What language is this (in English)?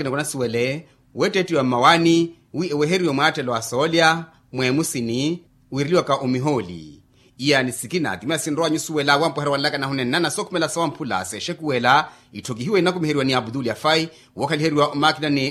Makhuwa